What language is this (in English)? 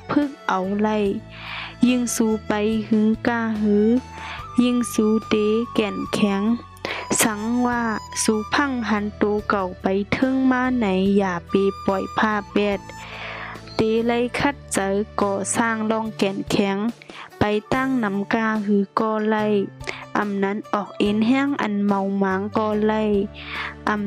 Shan